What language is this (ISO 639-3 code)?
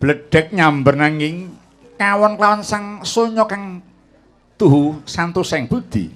jav